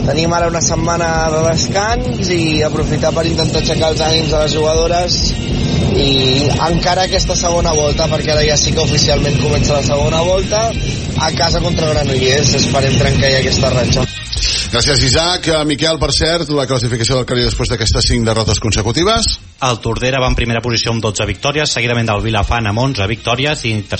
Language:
Catalan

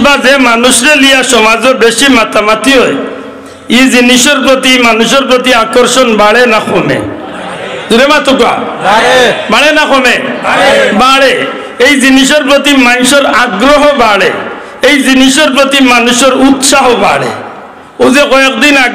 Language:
Sylheti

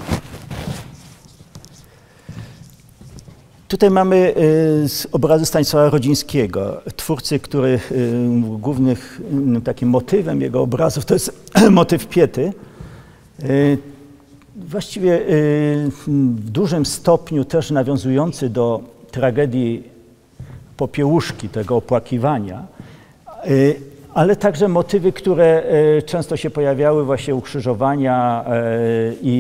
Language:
Polish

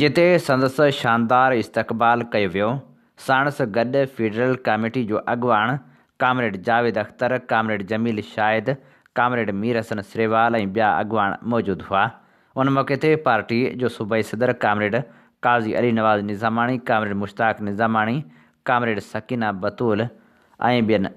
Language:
Sindhi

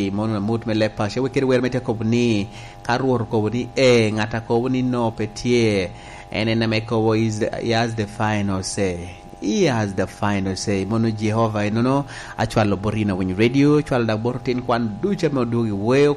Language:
Lango (Uganda)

